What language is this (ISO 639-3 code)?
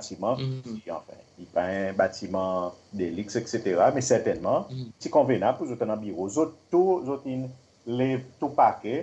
crs